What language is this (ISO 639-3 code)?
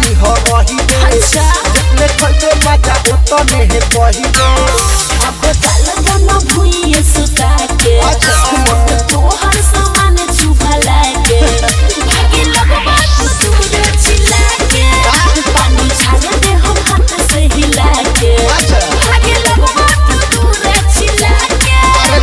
bho